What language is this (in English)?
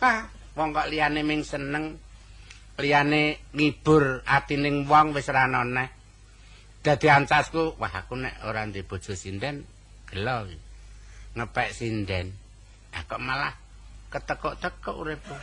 Javanese